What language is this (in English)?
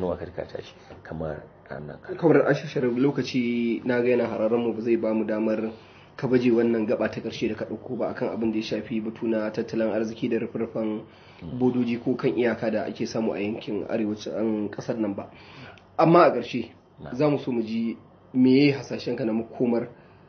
Hausa